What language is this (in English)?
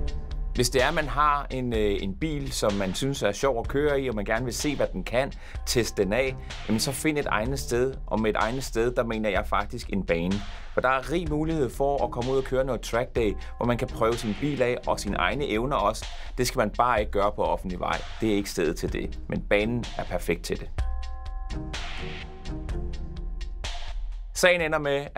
Danish